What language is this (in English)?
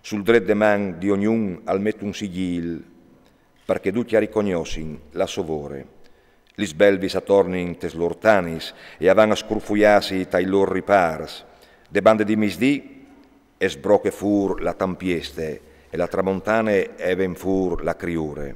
Friulian